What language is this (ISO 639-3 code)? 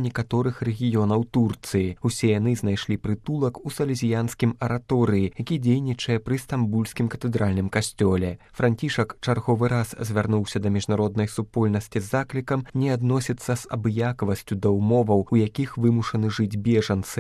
bel